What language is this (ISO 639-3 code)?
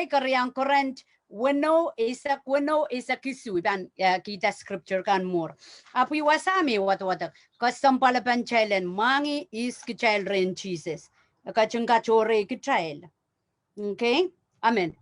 pon